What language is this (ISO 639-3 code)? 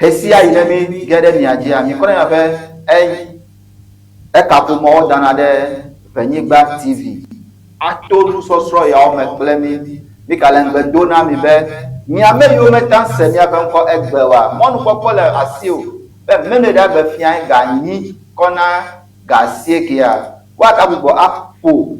ewe